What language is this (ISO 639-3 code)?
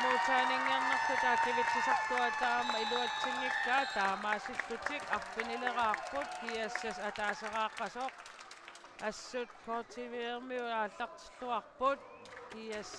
kal